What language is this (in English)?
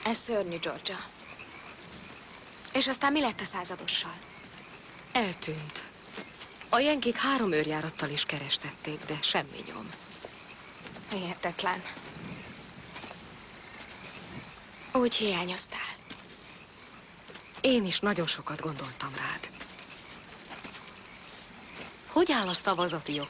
Hungarian